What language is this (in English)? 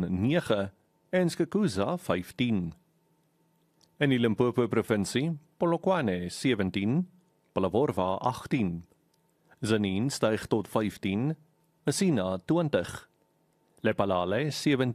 Afrikaans